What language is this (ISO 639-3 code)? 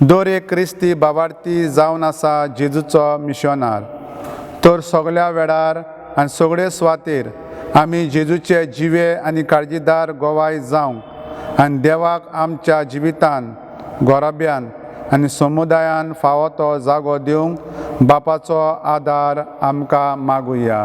kok